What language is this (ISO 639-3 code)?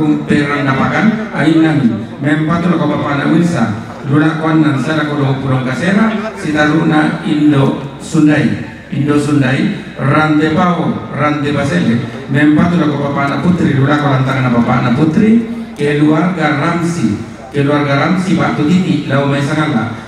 sda